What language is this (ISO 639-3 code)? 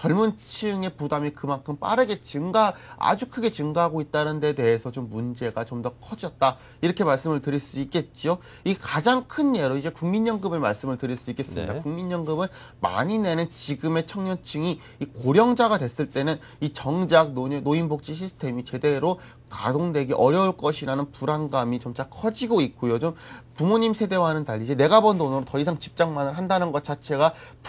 kor